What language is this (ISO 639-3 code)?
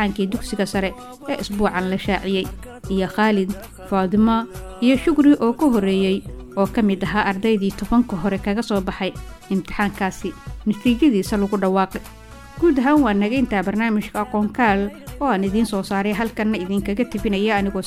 som